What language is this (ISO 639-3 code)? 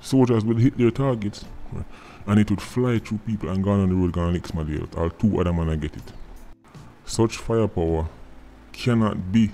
jam